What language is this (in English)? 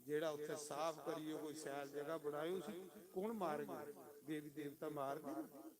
Dogri